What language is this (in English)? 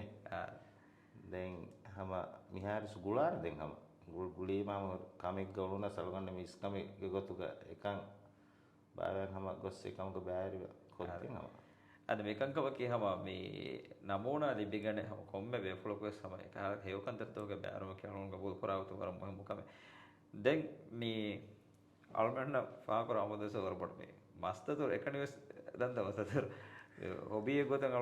Divehi